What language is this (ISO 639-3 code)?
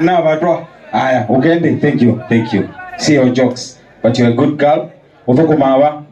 kam